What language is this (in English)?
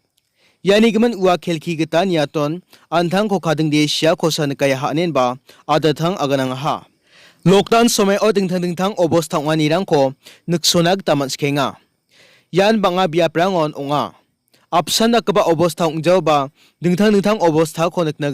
Garo